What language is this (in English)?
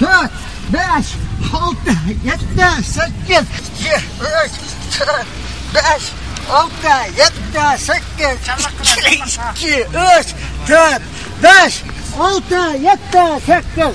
Uyghur